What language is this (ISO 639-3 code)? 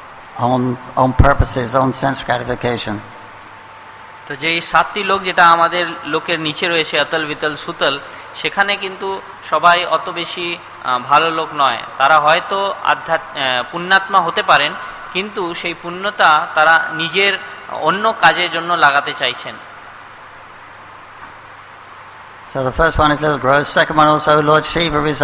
ben